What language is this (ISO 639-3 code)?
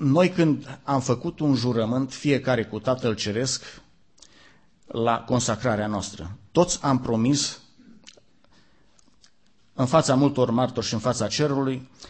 ron